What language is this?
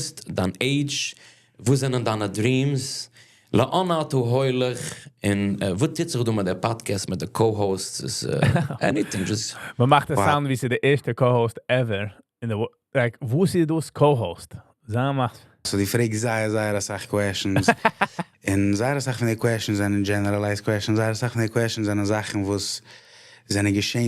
Yiddish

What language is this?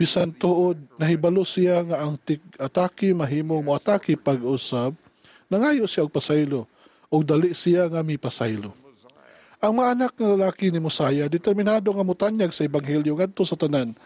Cebuano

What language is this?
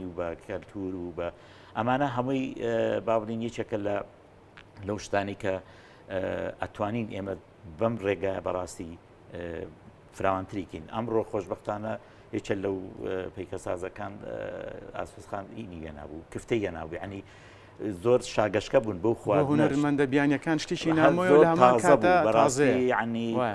Central Kurdish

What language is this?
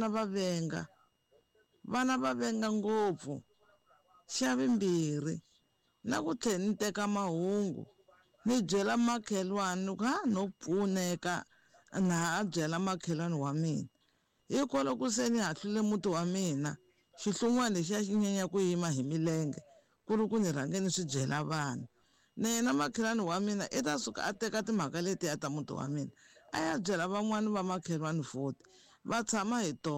Tsonga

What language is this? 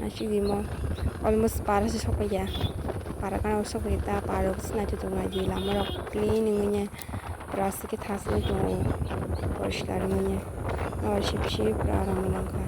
Kok Borok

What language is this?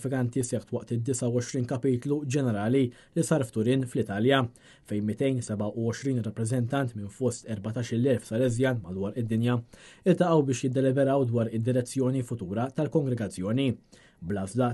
Maltese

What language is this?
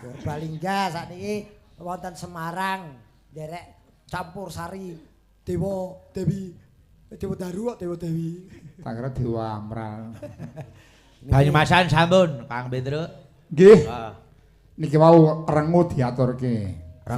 Javanese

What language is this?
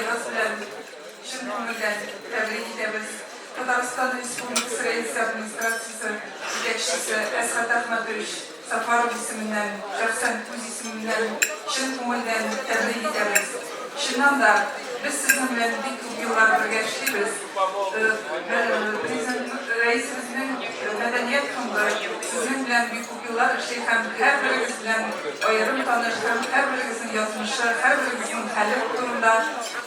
Tatar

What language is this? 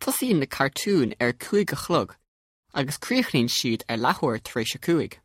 Irish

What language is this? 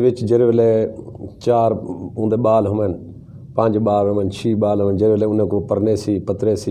Saraiki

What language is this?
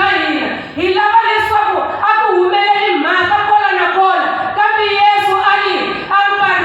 Tsonga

